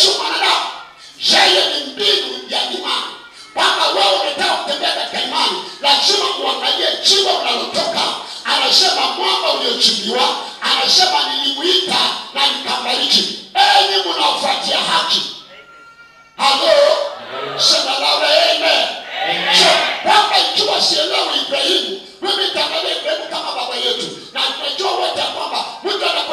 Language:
Swahili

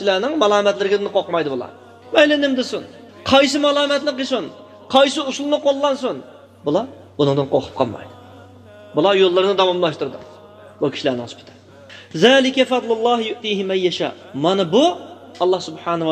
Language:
Uyghur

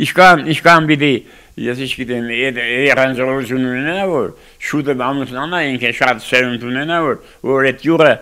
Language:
Armenian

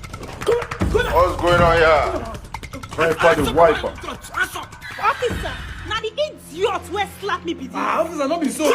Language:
Nigerian Pidgin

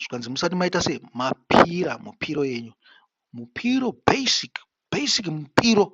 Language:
Shona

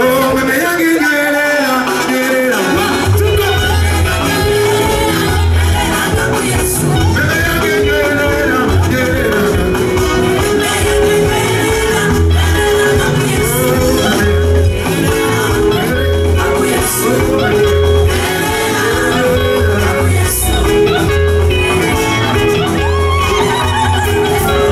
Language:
Ganda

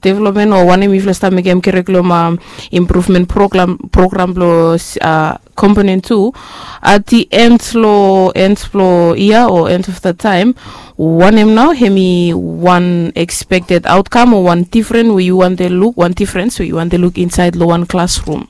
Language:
Bislama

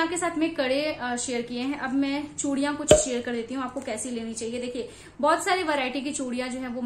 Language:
Hindi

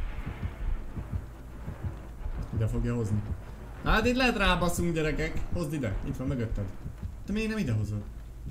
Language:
Hungarian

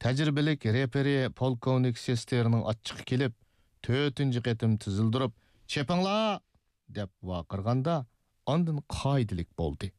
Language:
Uyghur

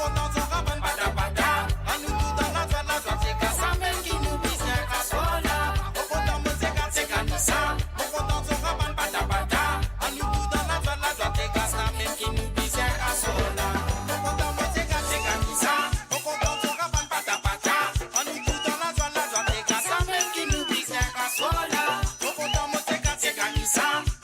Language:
Morisyen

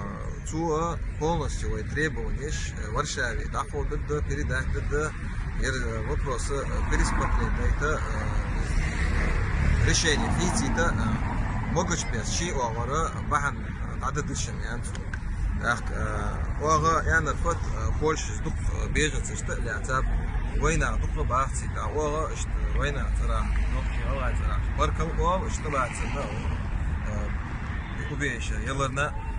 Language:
Chechen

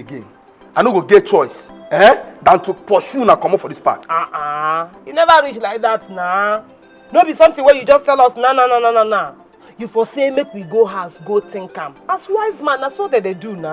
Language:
Nigerian Pidgin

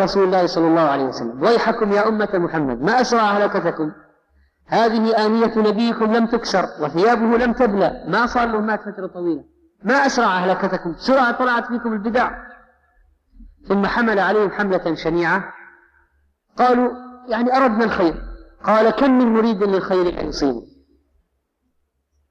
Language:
Arabic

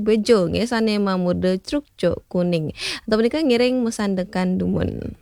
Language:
Balinese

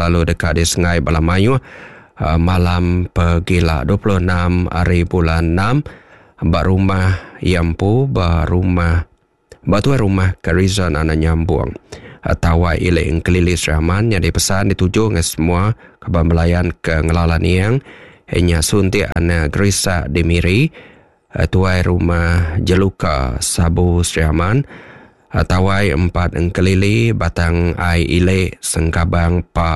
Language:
Iban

